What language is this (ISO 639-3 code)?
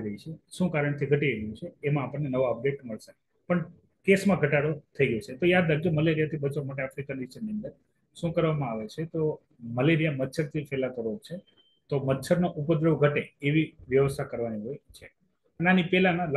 guj